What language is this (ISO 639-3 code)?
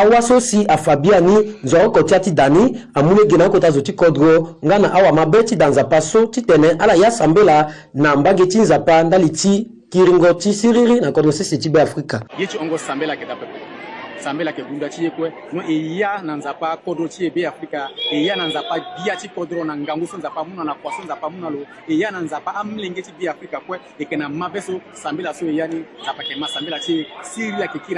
sag